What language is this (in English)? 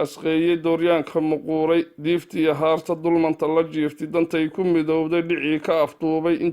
Somali